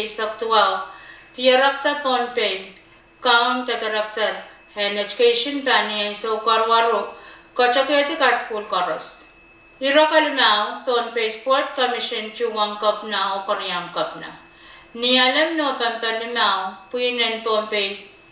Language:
Pohnpeian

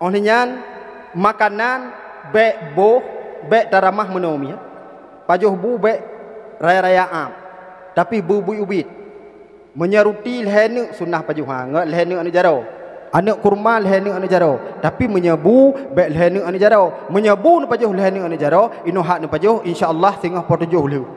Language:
Achinese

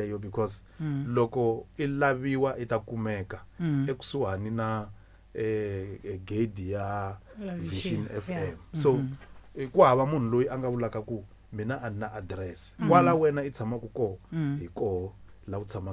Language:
Tsonga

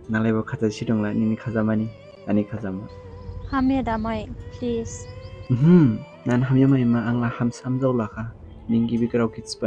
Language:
Dimasa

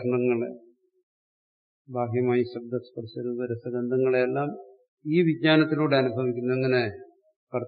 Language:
Malayalam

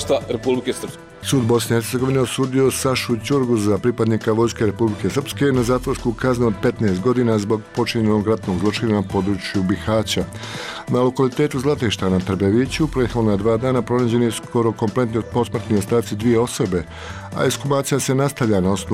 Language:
Croatian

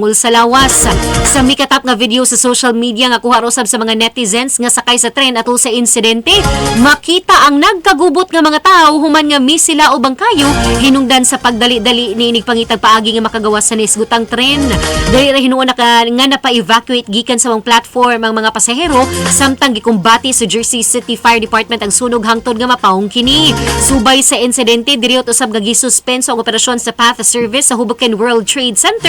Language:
Cebuano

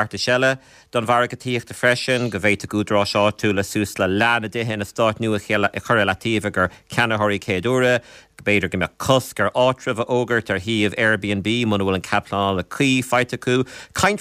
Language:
Irish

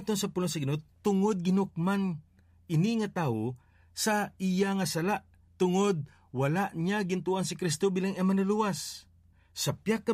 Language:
Hiligaynon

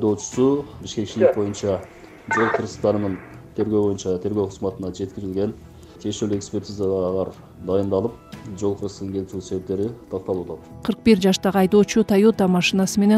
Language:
Kyrgyz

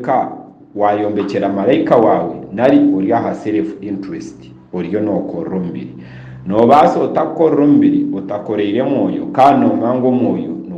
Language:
Nyankole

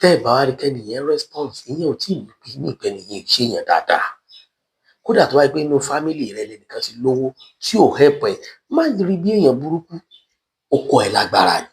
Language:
Yoruba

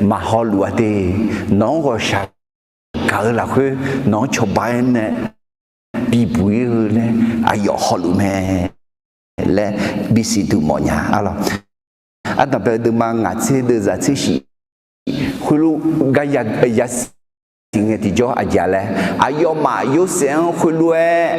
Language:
Akha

